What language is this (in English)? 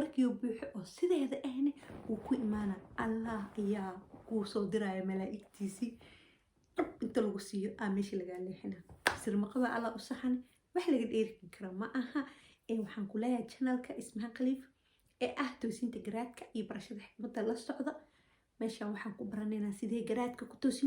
Somali